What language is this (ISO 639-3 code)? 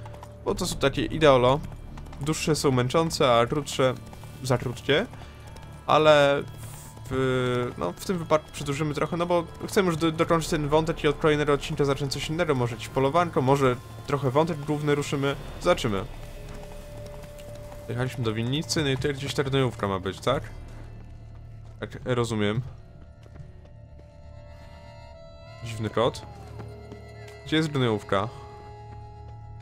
pol